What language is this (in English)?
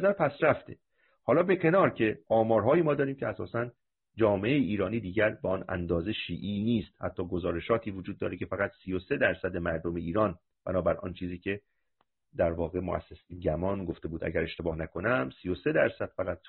Persian